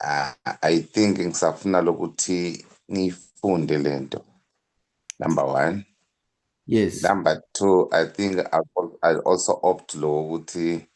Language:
Zulu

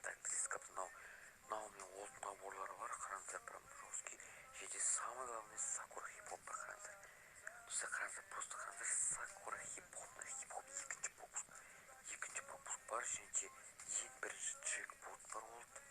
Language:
Kazakh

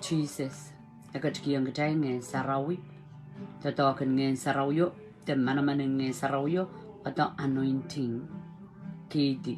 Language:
Pohnpeian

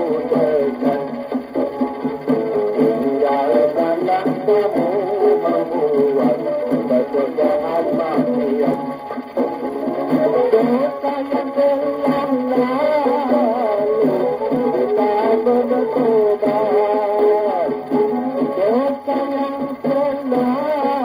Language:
Malay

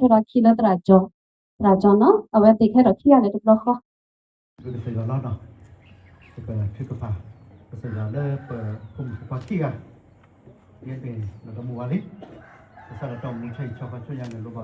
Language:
S'gaw Karen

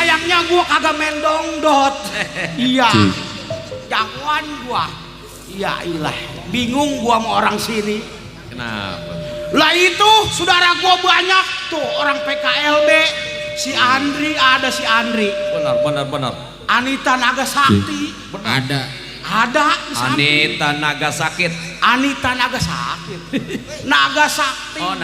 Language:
Betawi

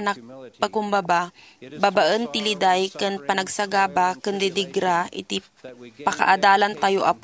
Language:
Iloko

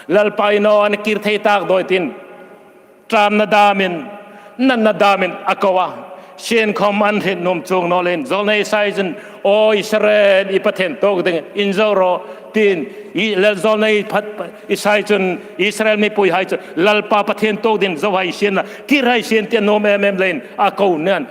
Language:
Hmar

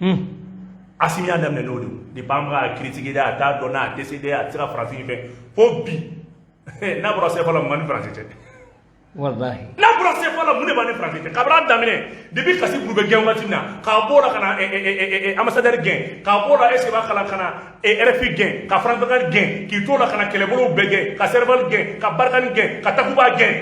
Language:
Bambara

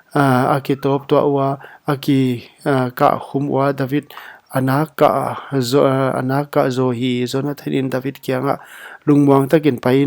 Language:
Paite Chin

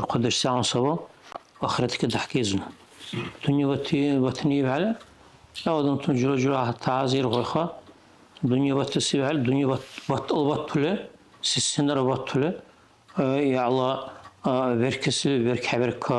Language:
Dargwa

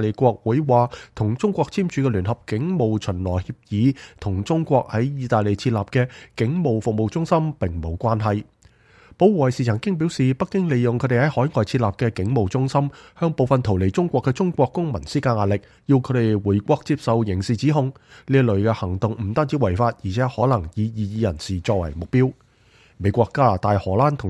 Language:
Cantonese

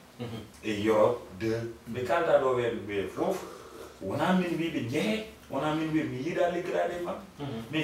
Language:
Fula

